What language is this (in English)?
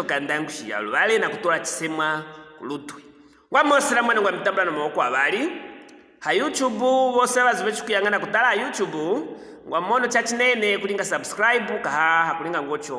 Luvale